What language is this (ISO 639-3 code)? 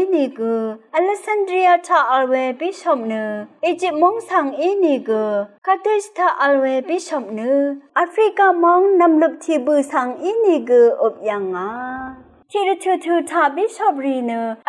raw